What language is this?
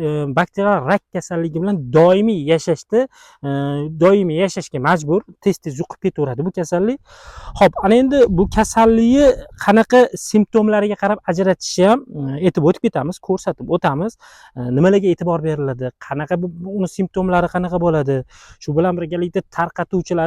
Uzbek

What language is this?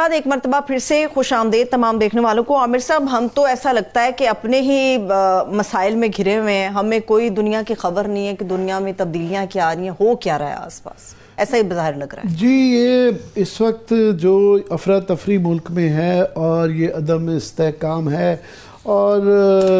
Urdu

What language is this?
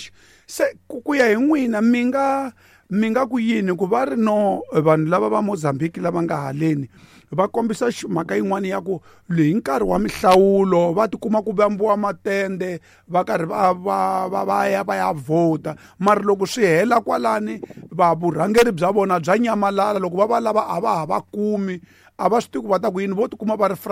Tsonga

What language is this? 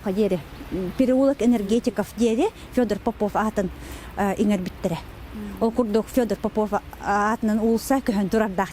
Yakut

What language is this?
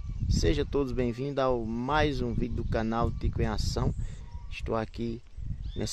Portuguese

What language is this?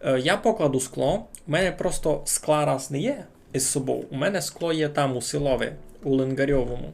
Rusyn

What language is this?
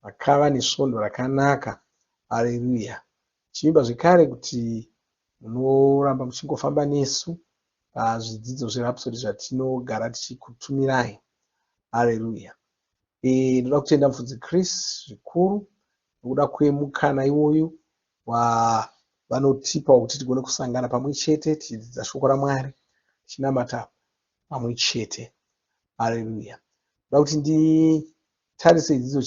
Shona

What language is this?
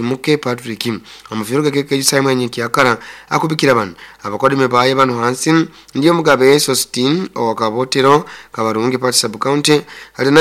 Nyoro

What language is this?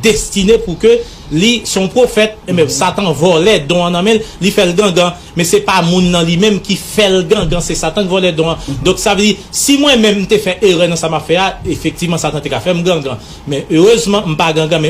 Haitian Creole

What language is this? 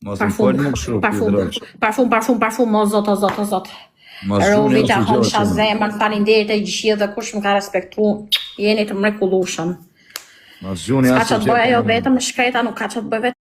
Albanian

